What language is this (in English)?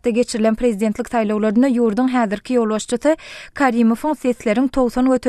Turkmen